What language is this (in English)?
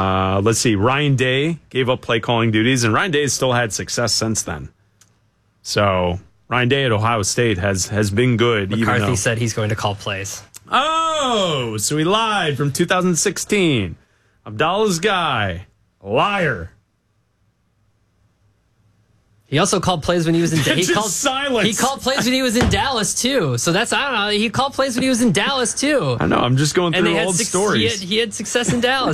English